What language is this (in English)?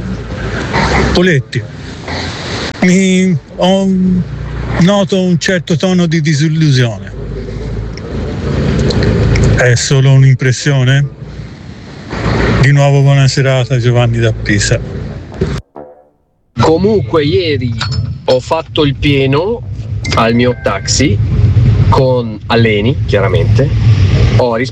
Italian